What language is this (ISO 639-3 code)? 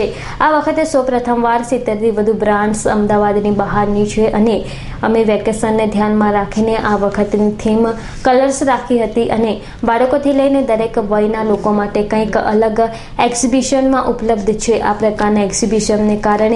guj